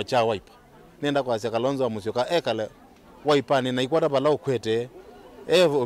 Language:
Kamba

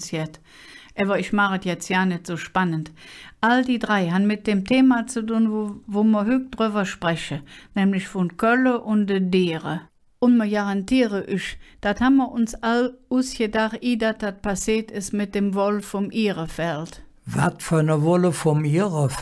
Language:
Colognian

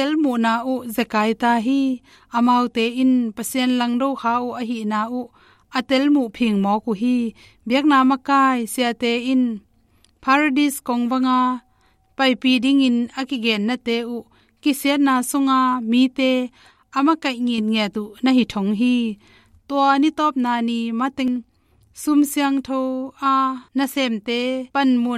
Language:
Tedim Chin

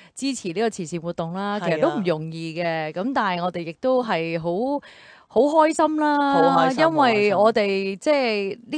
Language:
Cantonese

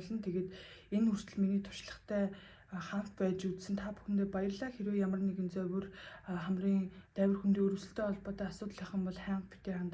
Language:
Mongolian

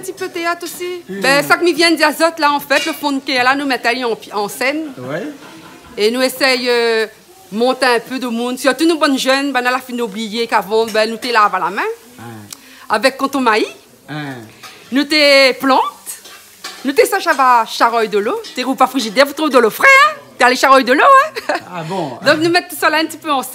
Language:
Réunion Creole French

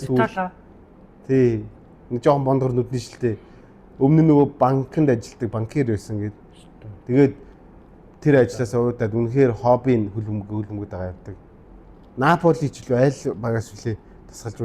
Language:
Mongolian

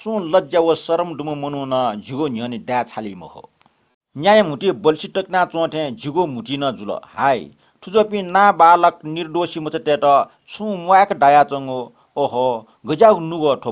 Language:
Newari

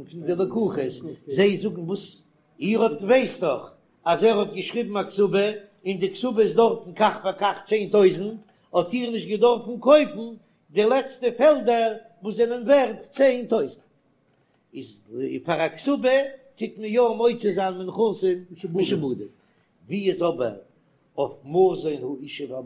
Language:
Yiddish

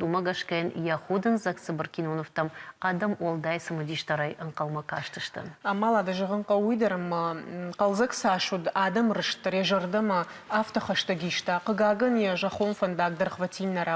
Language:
Ossetic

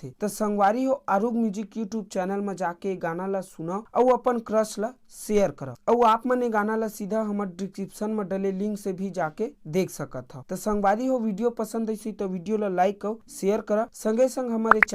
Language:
Chhattisgarhi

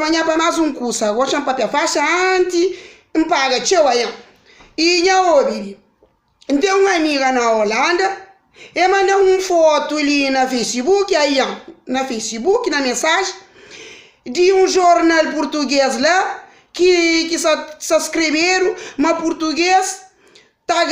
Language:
Kabuverdianu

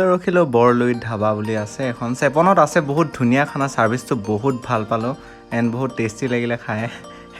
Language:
Assamese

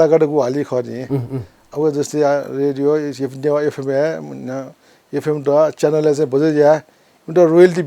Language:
Newari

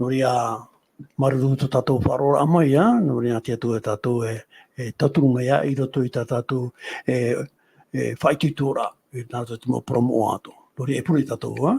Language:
Tahitian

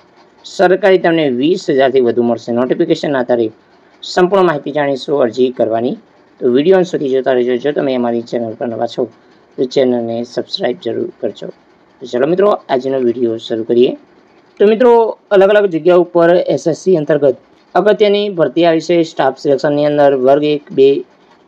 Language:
Gujarati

